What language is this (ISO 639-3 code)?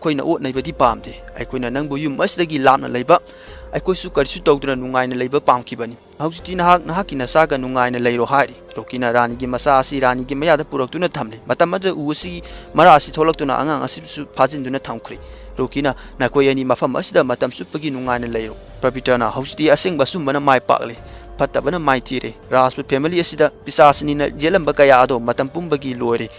mni